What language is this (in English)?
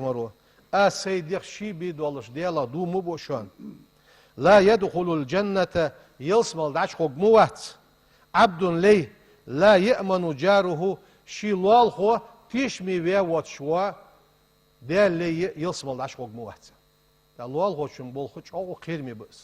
Ingush